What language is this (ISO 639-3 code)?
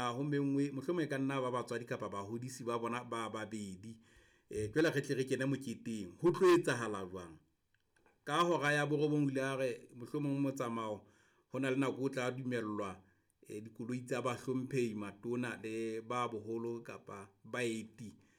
sot